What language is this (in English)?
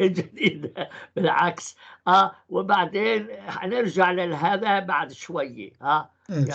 North Levantine Arabic